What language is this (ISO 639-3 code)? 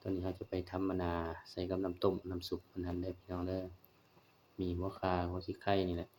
lao